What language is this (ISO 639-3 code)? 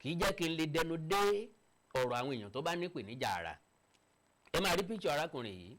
yor